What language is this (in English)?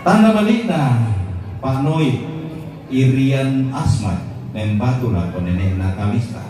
Toraja-Sa'dan